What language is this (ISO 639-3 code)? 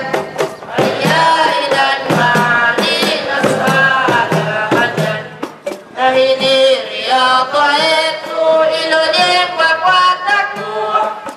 swa